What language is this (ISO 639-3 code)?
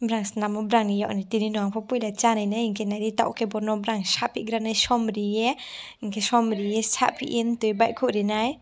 ria